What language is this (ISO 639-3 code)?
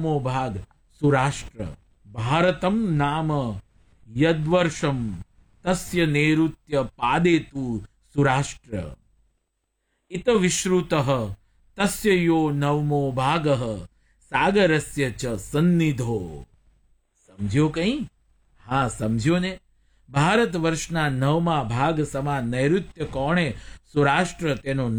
guj